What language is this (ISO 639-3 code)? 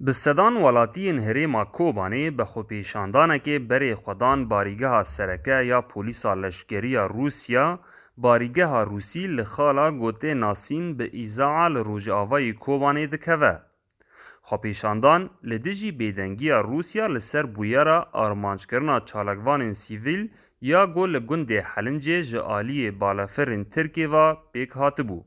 kur